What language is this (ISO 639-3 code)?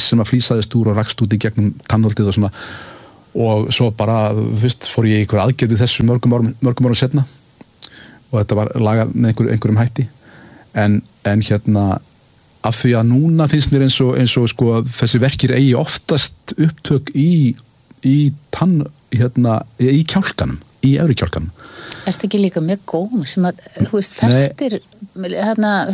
isl